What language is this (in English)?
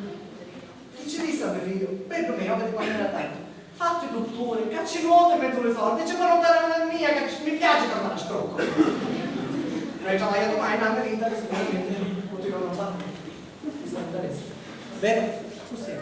Sicilian